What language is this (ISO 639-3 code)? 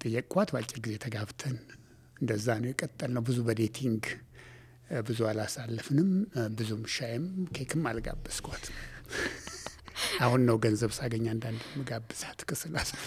amh